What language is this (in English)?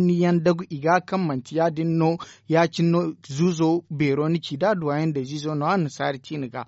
Zarma